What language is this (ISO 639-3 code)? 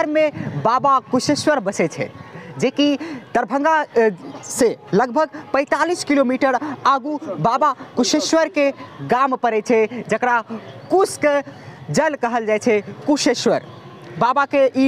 mai